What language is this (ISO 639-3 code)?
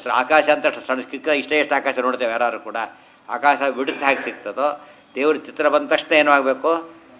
kan